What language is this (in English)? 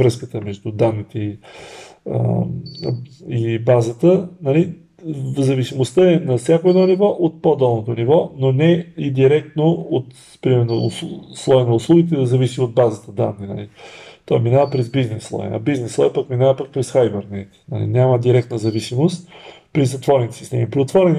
Bulgarian